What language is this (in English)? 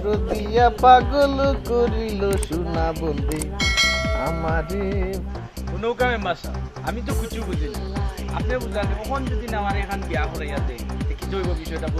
Sylheti